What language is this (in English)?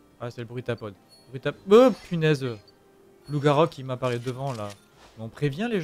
French